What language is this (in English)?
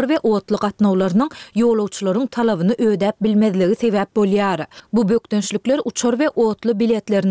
Turkmen